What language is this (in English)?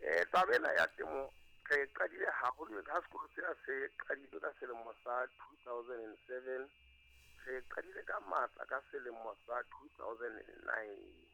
Southern Sotho